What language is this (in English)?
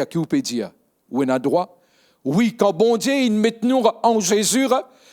Morisyen